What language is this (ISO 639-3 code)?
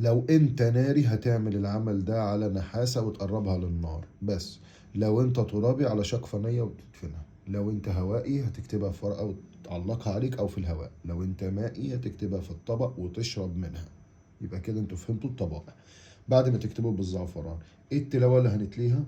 arz